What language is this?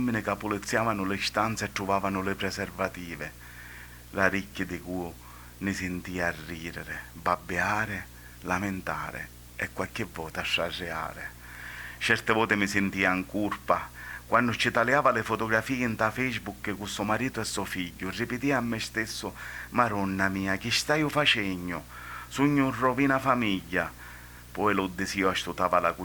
Sicilian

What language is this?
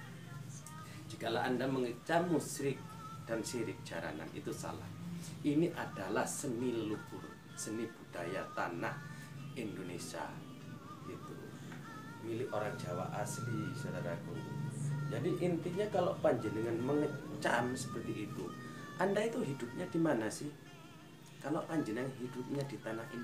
Indonesian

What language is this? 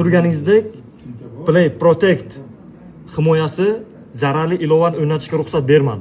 Uzbek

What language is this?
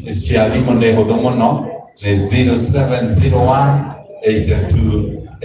Kikuyu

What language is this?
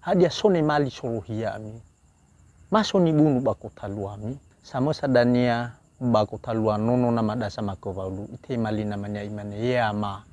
Nias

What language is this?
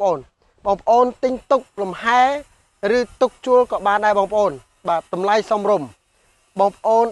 Khmer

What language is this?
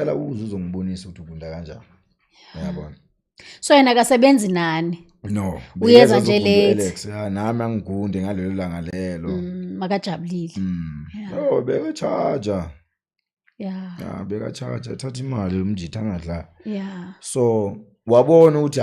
Zulu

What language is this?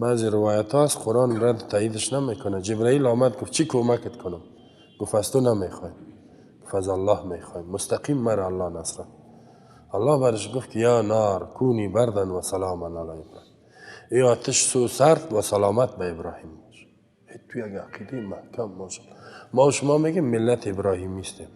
Persian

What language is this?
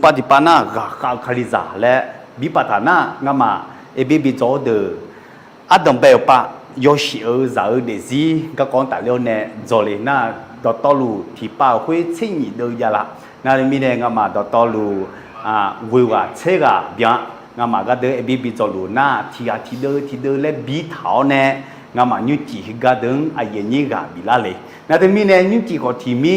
Akha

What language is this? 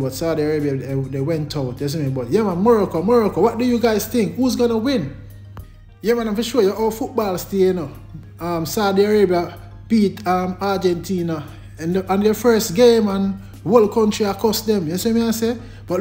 Jamaican Creole English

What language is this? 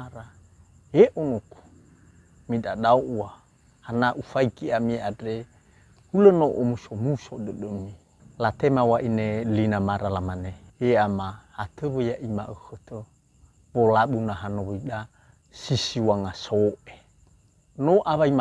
Nias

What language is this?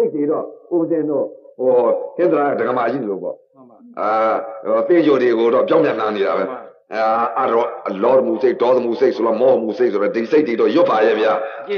Burmese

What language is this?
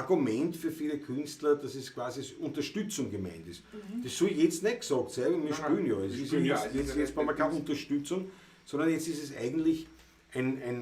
Bavarian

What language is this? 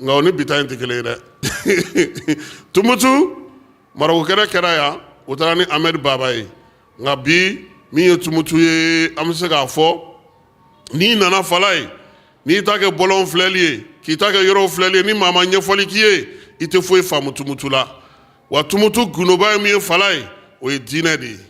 Bambara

